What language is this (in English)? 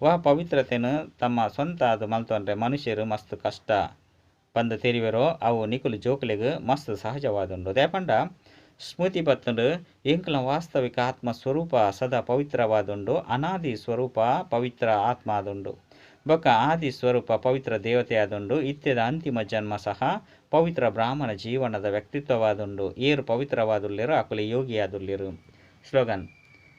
Tulu